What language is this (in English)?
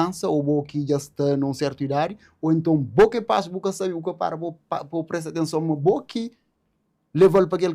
Kabuverdianu